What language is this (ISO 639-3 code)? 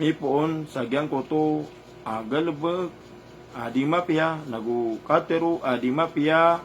mrw